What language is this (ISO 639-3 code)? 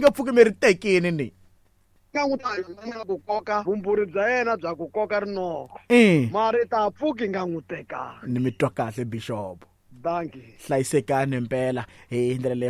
tso